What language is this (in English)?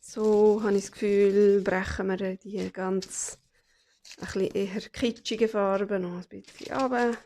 Swiss German